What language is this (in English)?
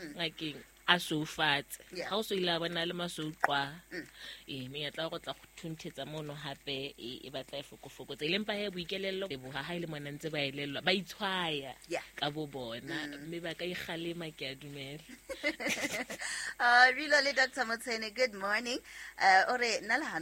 Southern Sotho